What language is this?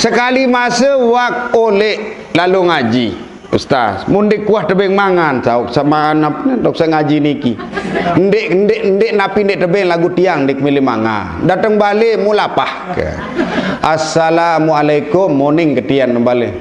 Sasak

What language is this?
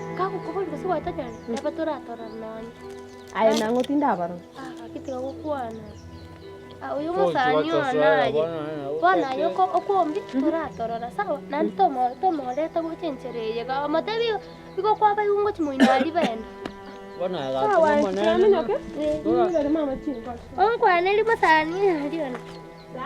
Gusii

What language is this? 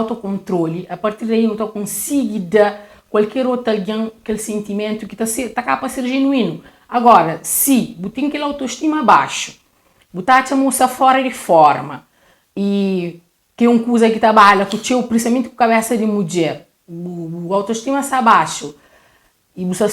Kabuverdianu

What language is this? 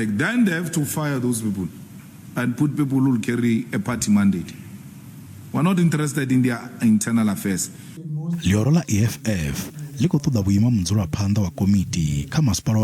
Venda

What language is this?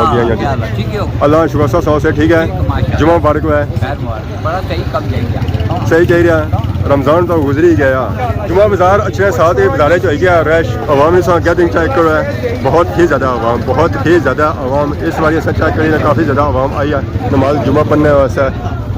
Pahari-Potwari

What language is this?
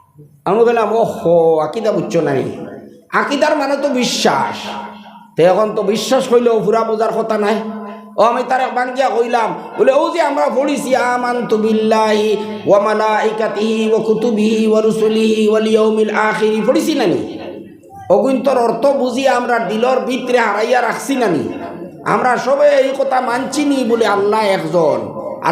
Sylheti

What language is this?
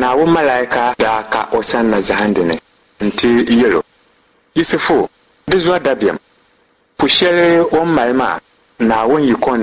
Dagbani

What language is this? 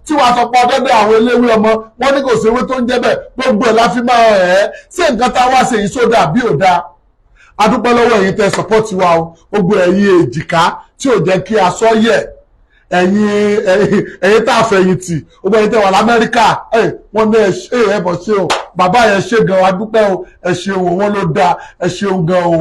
Yoruba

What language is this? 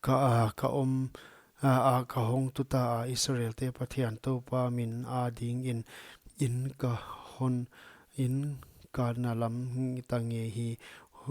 Paite Chin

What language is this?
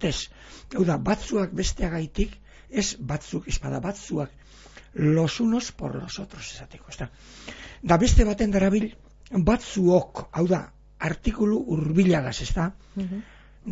Basque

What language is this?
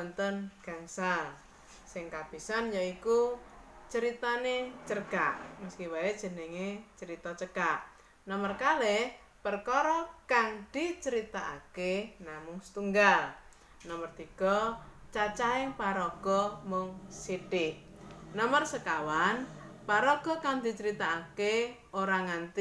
Javanese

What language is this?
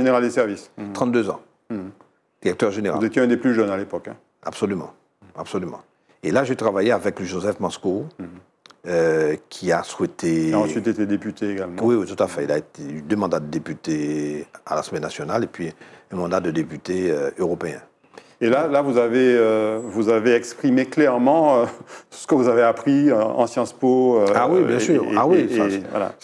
French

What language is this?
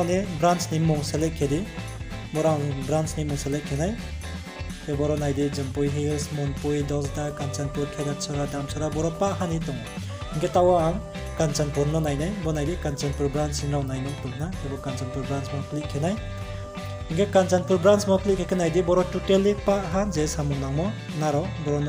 Riang (India)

